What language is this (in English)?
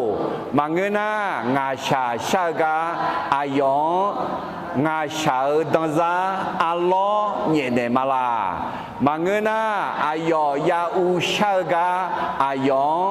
Akha